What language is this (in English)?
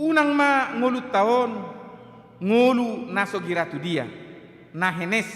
Batak Toba